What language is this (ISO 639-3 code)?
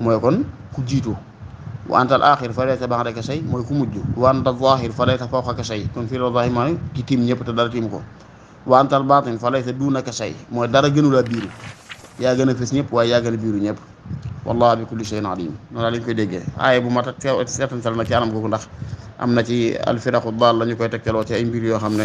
wol